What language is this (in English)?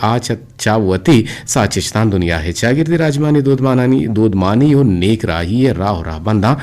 Eastern Balochi